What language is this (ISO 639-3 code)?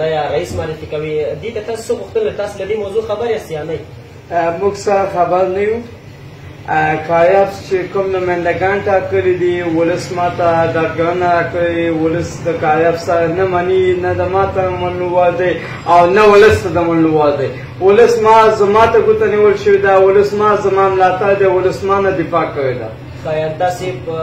pus